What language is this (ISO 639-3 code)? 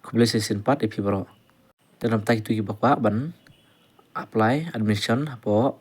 kha